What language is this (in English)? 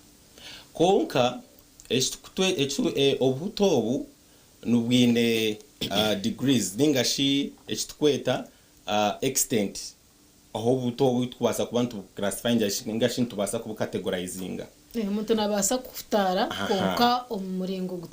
Nyankole